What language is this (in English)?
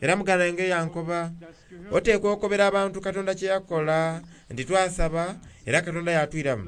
Soga